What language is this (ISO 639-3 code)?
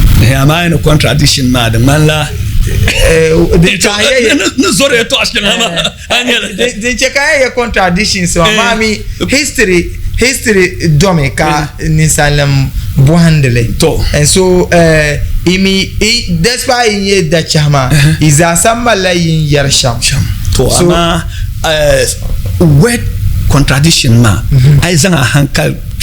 dag